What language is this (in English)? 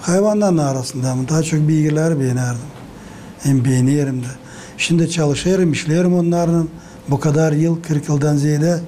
Gagauz